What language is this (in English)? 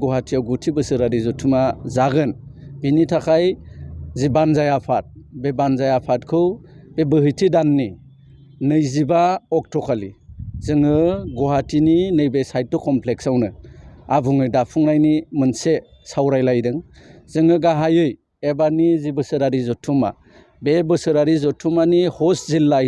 Bodo